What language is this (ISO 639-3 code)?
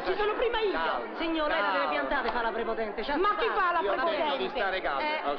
ita